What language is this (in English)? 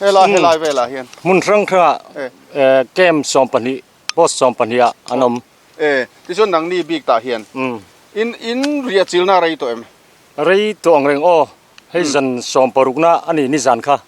Mizo